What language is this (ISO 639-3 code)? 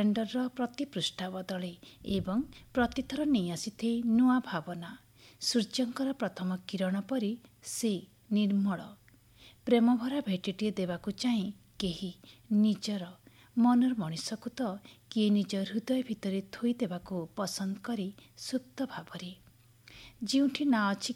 ori